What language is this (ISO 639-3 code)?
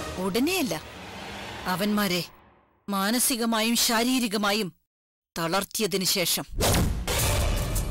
mal